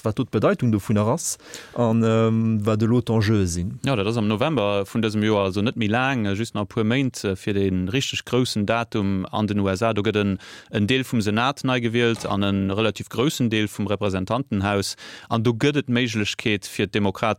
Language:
Luxembourgish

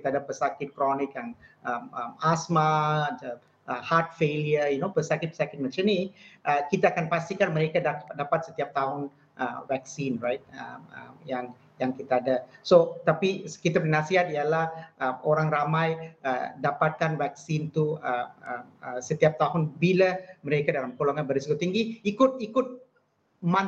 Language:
Malay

